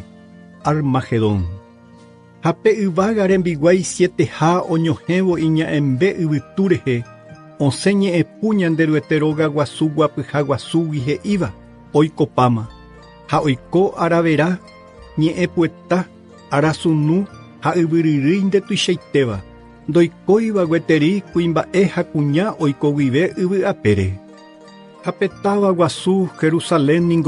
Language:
Guarani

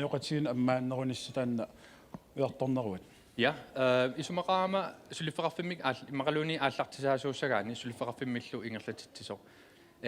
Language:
Kalaallisut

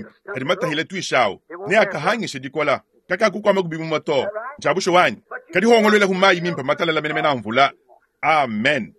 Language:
Luba-Lulua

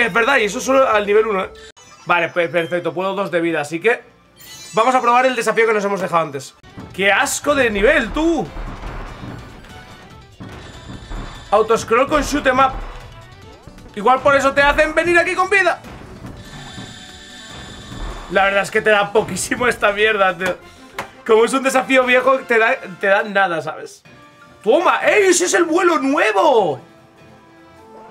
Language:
Spanish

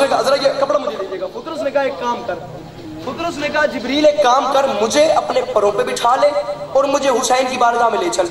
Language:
Urdu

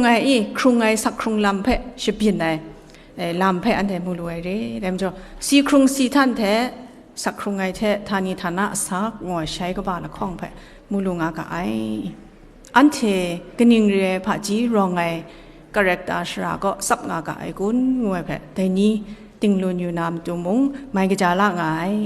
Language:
Kachin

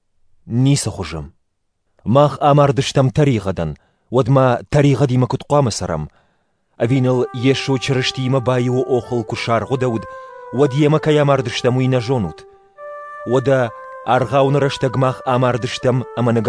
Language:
Ossetic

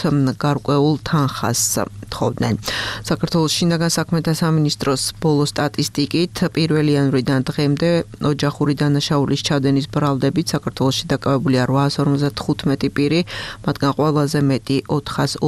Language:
Georgian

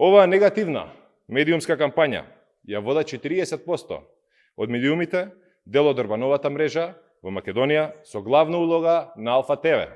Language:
Macedonian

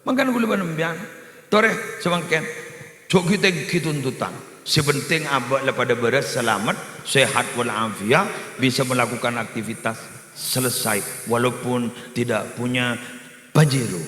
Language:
Madurese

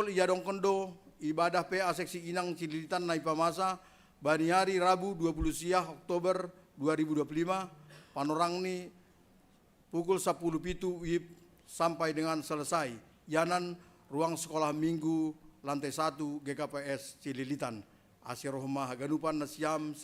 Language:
Batak Simalungun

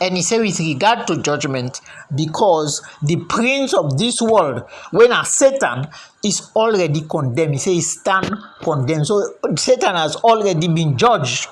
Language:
Krio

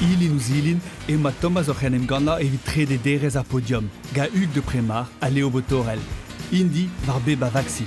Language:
Breton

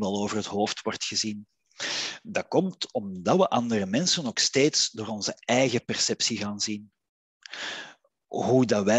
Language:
Dutch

